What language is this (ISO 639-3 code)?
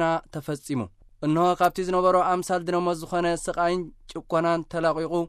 tir